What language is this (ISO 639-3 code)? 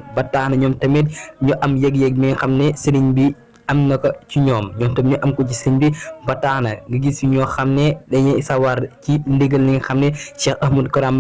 wol